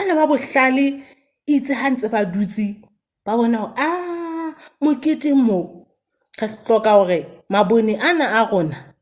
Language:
Southern Sotho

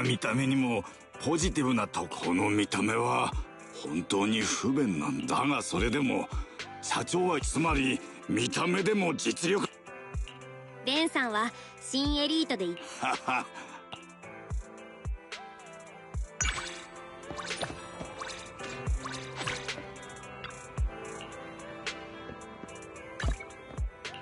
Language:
Japanese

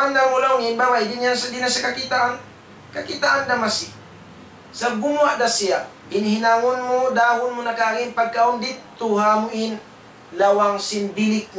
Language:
Tausug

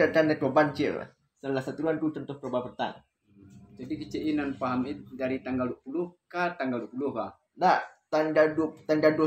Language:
Minangkabau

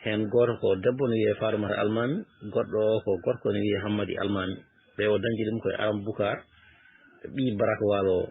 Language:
Fula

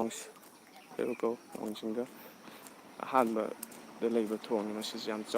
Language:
Manipuri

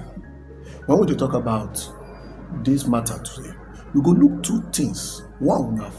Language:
Nigerian Pidgin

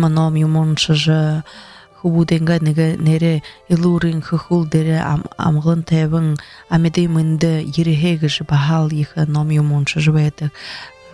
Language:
Buriat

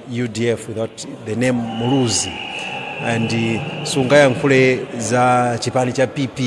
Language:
Nyanja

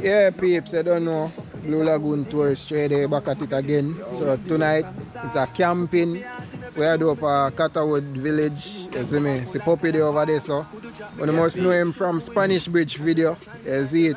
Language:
Jamaican Creole English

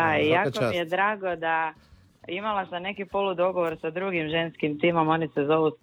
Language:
Croatian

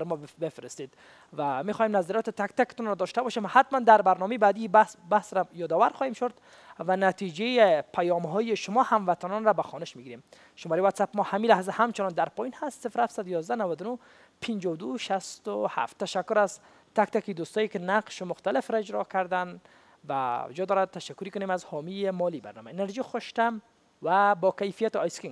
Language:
Persian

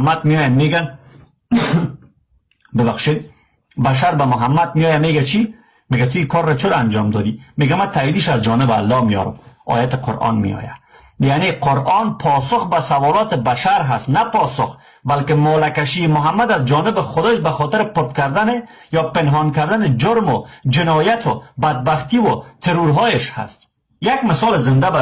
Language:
Persian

